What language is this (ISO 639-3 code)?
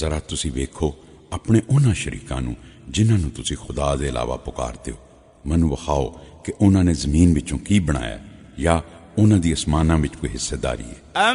lah